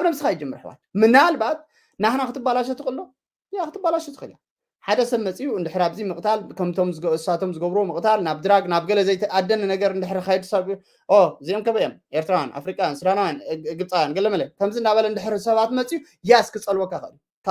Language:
Tigrinya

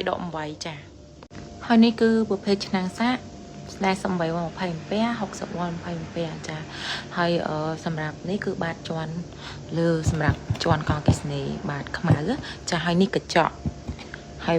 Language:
Khmer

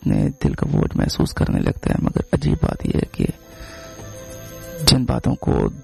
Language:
Urdu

